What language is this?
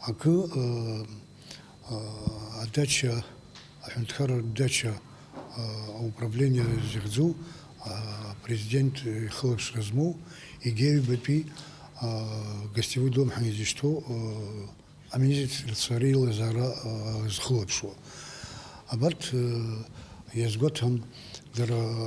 Abkhazian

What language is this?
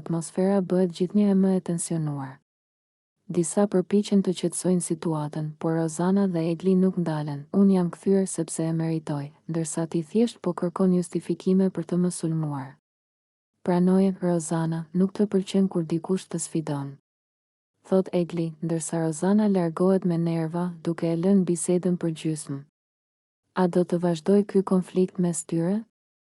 Albanian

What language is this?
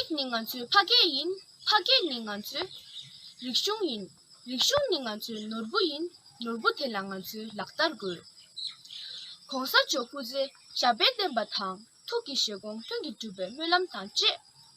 Tibetan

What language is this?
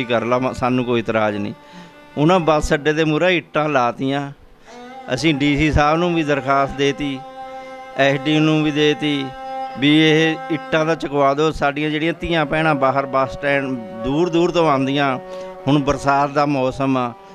Punjabi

